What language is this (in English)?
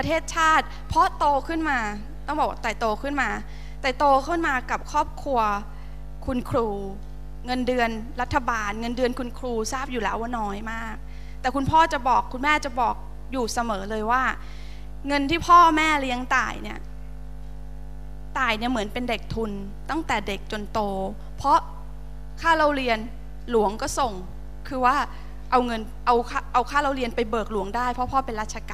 Thai